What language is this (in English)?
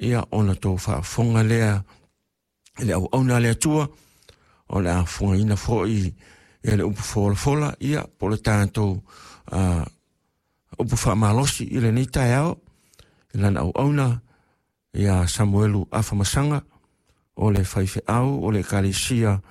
Samoan